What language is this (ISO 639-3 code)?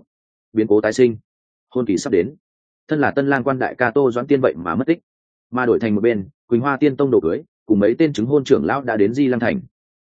vie